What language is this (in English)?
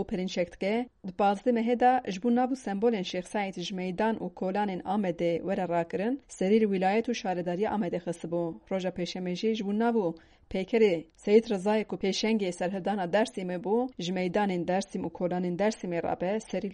Kurdish